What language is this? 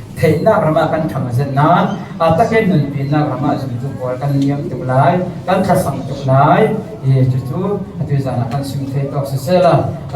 Falam Chin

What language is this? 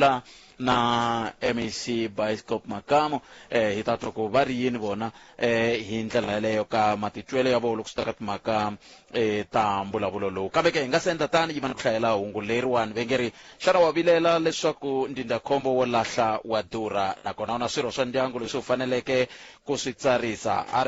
Tsonga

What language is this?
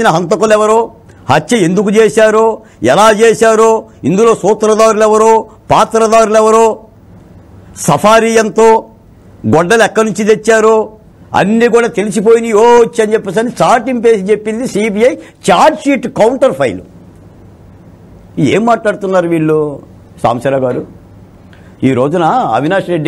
Telugu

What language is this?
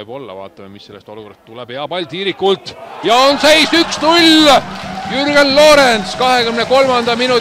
Estonian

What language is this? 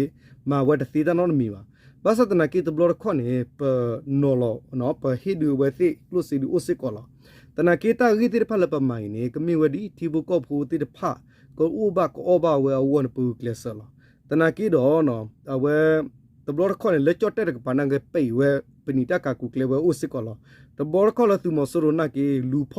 S'gaw Karen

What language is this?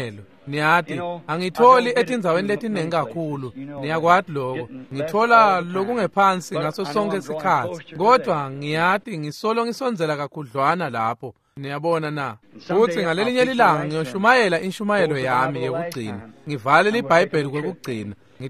Swati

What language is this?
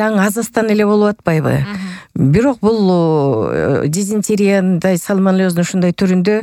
Kyrgyz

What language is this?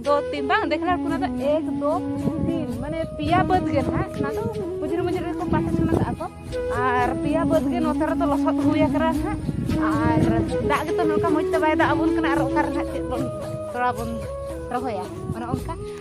Santali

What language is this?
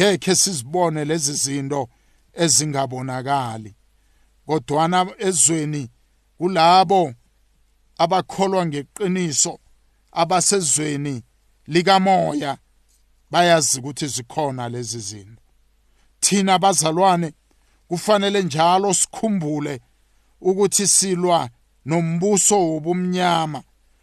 South Ndebele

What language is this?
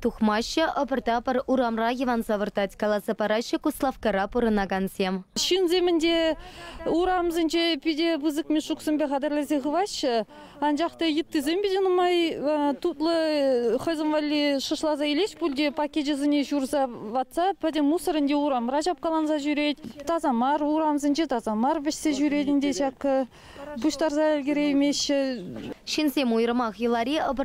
Chuvash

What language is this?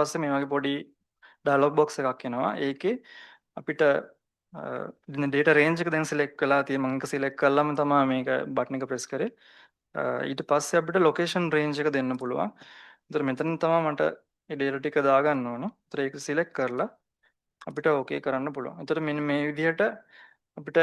Sinhala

